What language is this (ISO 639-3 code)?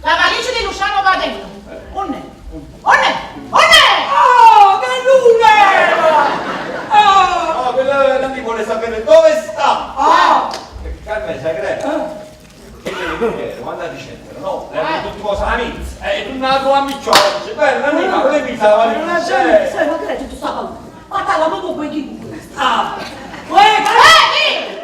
nap